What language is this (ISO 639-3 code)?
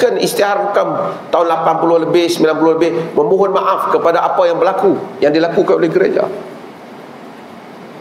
msa